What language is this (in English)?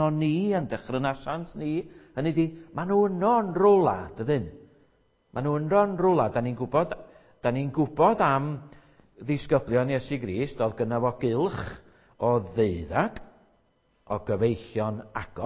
Welsh